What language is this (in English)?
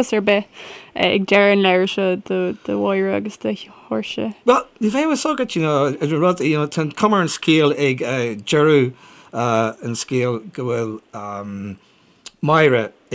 Irish